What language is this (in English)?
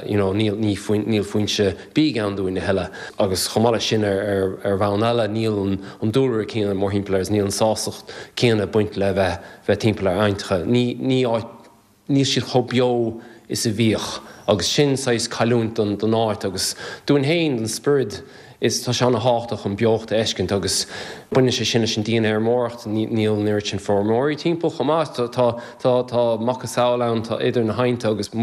Irish